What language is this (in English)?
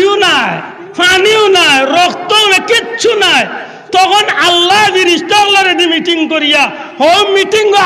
Sylheti